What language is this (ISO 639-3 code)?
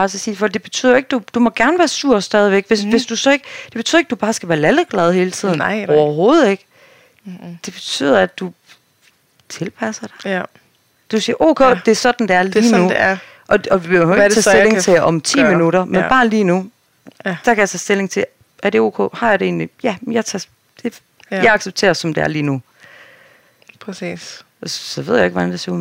dan